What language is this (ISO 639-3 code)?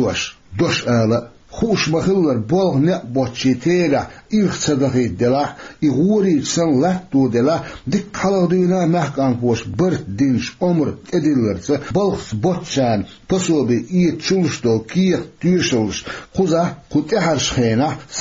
che